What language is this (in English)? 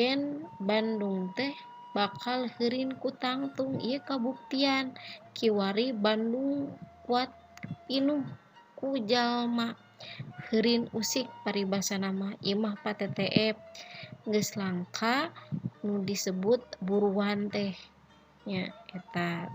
Sundanese